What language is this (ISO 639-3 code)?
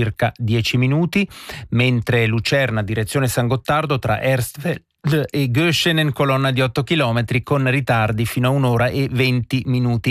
ita